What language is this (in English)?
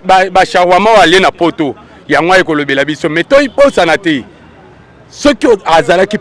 Lingala